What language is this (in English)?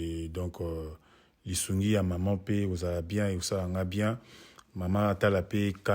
Lingala